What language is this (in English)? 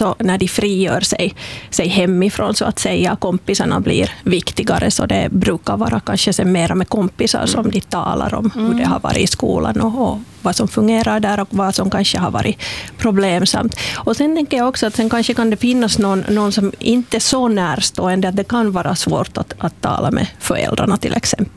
Swedish